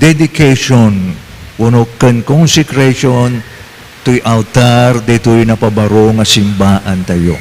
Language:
Iloko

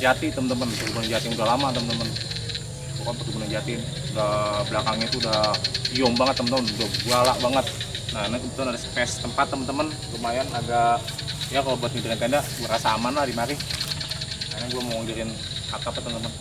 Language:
Betawi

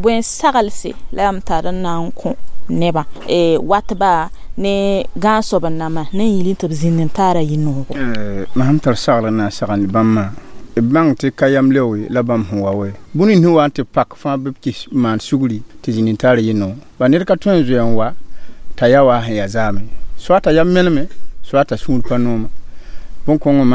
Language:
Mossi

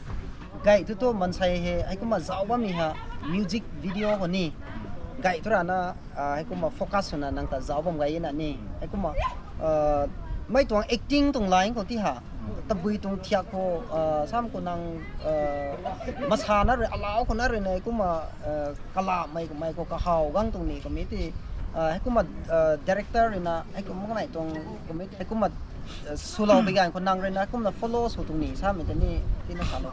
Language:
Rongmei Naga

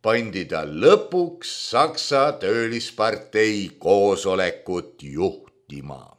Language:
Estonian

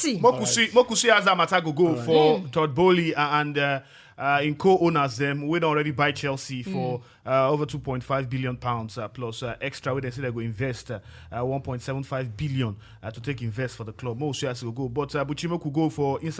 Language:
Nigerian Pidgin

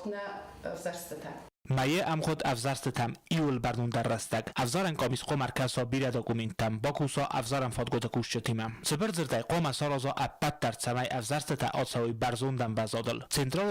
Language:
Ossetic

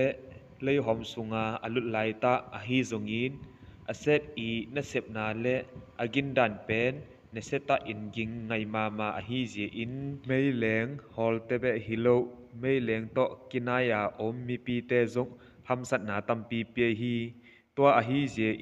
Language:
Tedim Chin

